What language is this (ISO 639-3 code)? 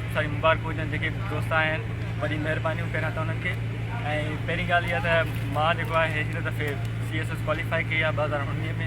snd